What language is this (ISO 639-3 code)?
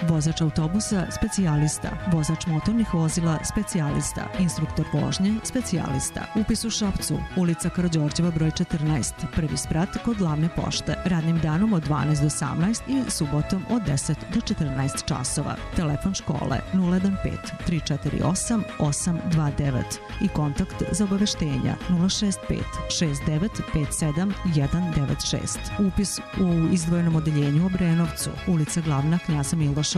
srp